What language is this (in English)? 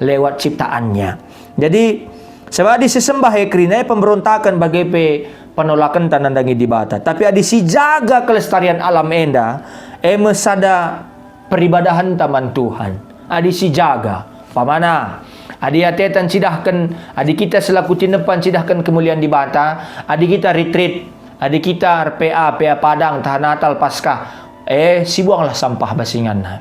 Batak Karo